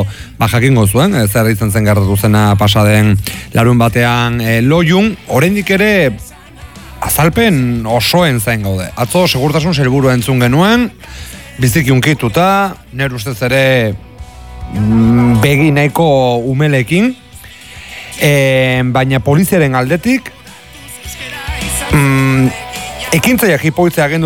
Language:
Basque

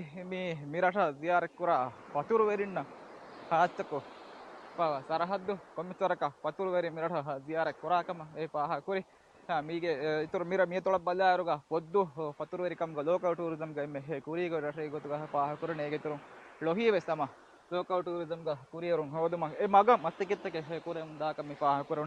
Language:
Divehi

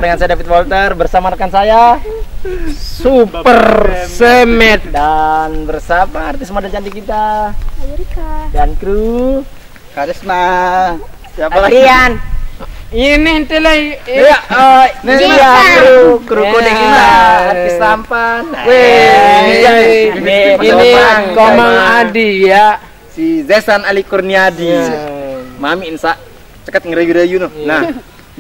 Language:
Sasak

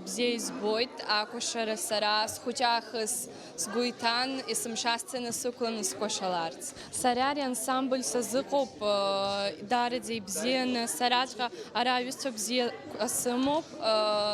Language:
Abkhazian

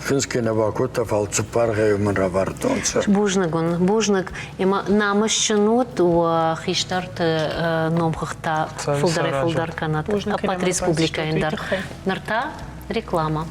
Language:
Ossetic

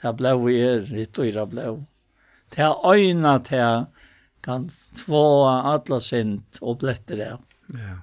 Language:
Faroese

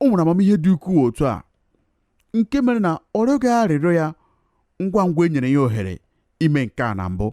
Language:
Igbo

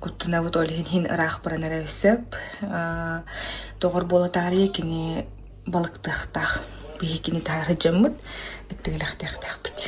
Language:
Yakut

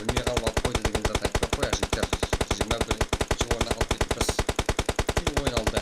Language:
Kara-Kalpak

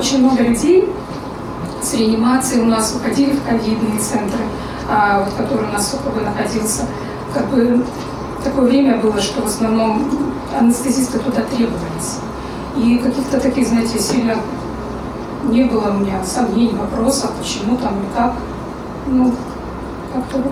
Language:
Russian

